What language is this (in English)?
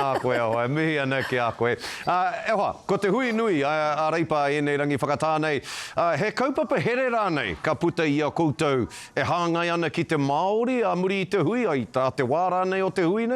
Māori